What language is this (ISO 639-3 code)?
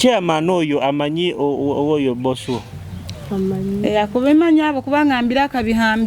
nyo